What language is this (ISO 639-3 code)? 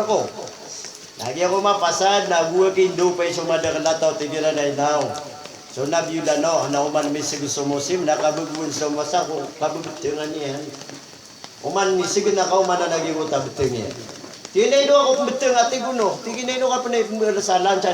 mrw